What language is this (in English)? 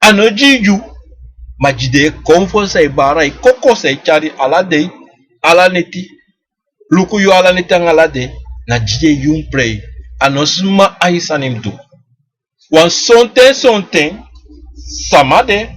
Sranan Tongo